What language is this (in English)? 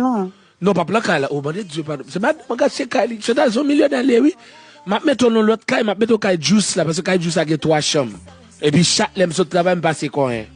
Haitian Creole